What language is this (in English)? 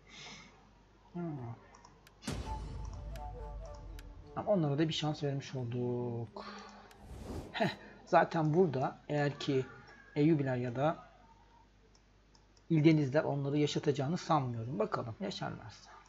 Turkish